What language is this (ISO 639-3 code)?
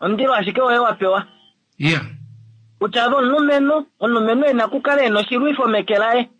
kua